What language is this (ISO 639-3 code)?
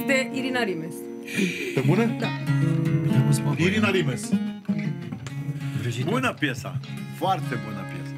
ron